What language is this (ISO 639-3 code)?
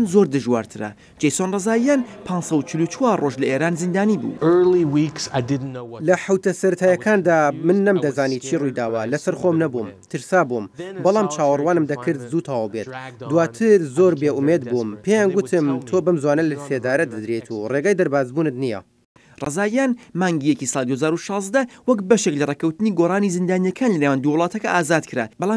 ckb